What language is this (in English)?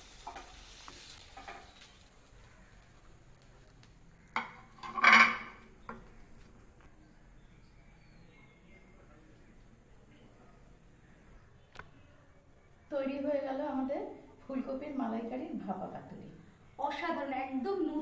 Bangla